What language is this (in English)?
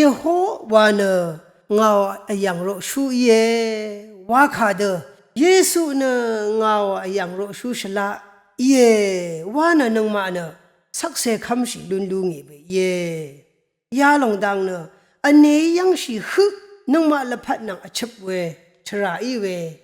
Rawang